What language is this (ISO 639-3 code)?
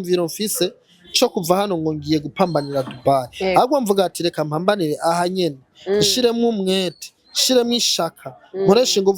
run